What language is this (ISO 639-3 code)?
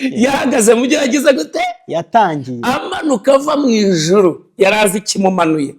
kin